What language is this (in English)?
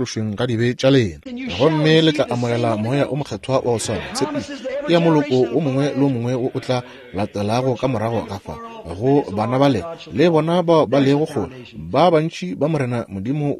Northern Sotho